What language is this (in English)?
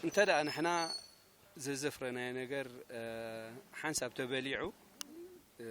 Tigrinya